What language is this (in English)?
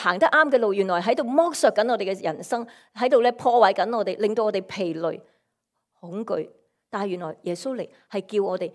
Cantonese